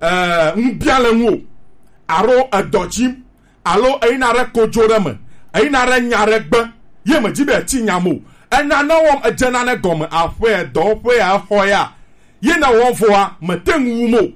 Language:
Gen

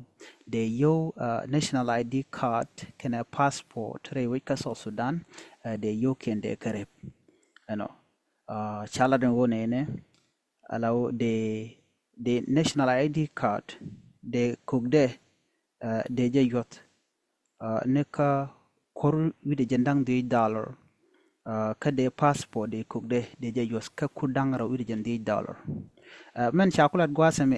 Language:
Nuer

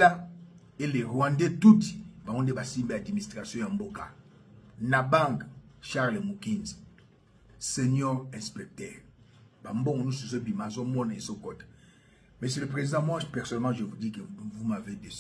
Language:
Lingala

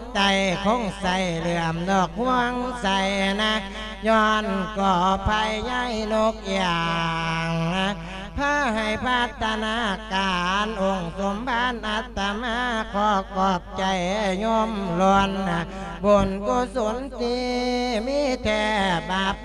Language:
Lao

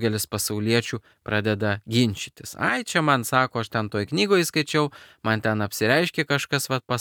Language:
Lithuanian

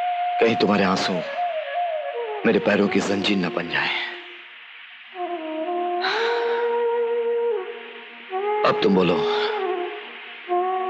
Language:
Hindi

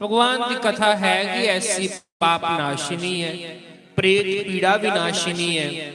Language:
Dogri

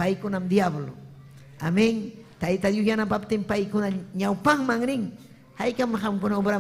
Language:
Ayacucho Quechua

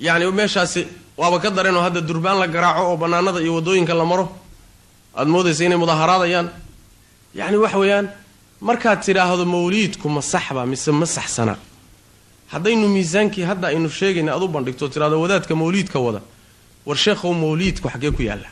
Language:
Somali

